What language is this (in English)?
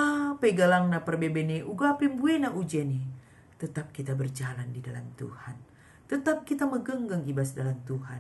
Batak Karo